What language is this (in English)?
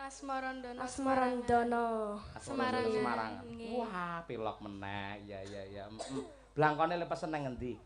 Javanese